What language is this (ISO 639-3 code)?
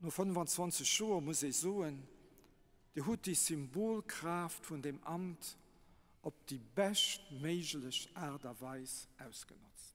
ltz